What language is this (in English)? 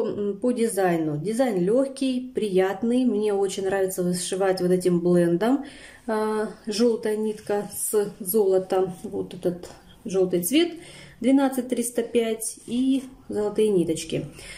Russian